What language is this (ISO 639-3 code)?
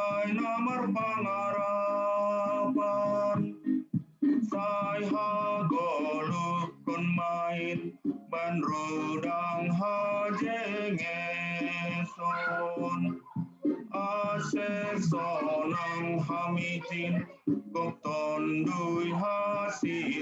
bts